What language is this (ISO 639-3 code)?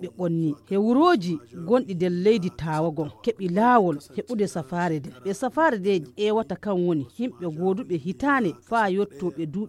ful